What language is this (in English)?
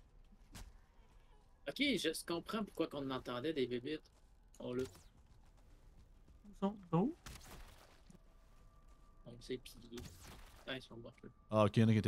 French